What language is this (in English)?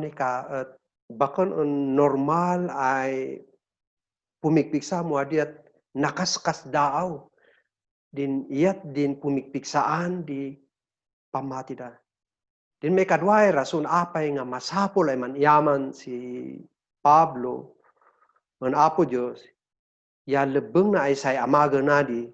Kankanaey